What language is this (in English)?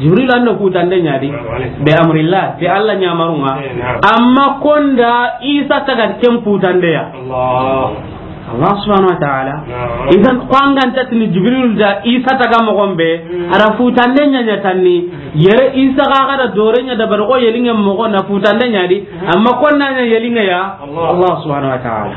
Soninke